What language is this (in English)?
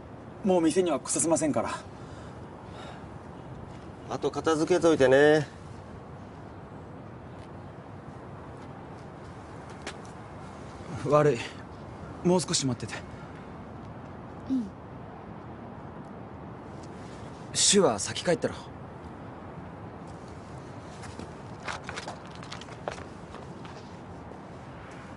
Japanese